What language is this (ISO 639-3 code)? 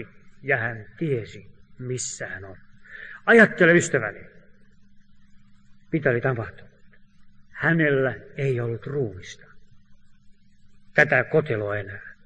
fin